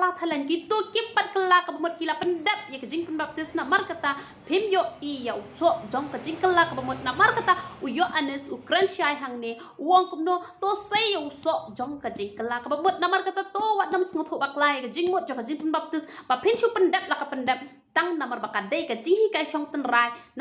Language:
Khasi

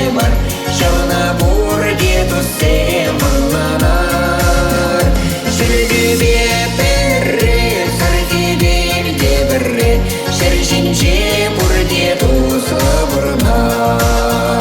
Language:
Chuvash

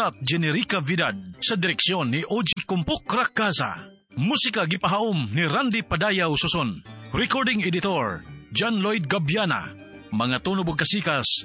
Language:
Cebuano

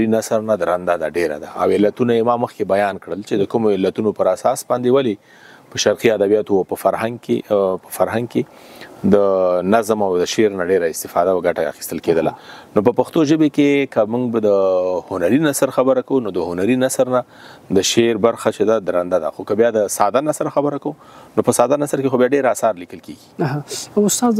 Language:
Pashto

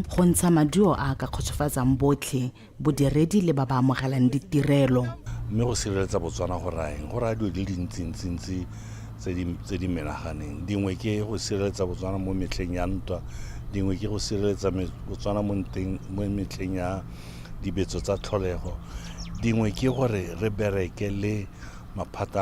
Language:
Tswana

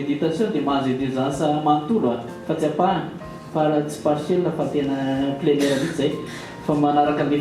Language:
Malagasy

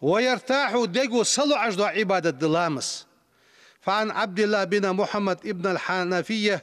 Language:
Ingush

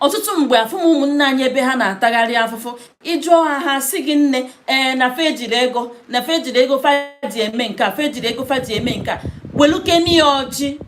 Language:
Igbo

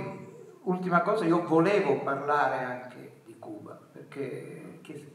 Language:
Italian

